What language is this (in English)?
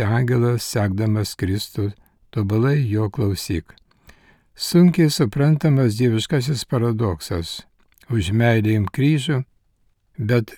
Lithuanian